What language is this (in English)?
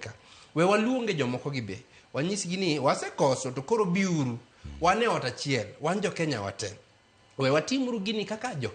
Luo (Kenya and Tanzania)